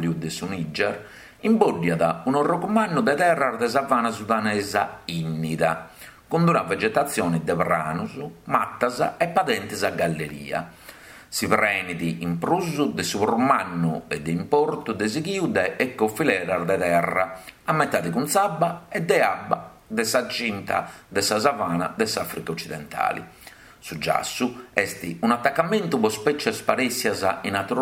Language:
Sardinian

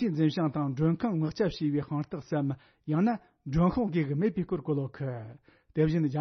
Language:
Tibetan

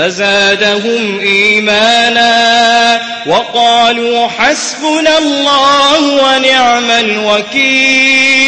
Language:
Maranao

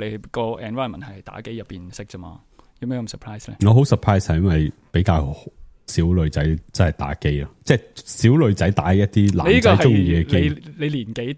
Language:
Cantonese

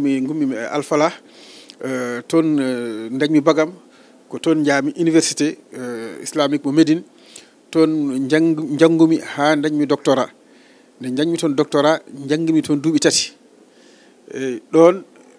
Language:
Fula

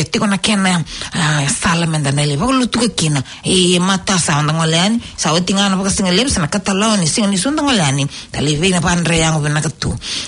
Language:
Fijian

